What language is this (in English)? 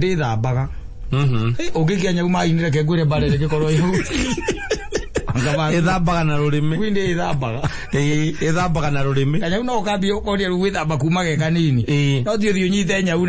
Kikuyu